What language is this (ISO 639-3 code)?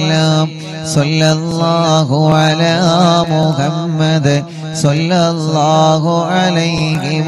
mal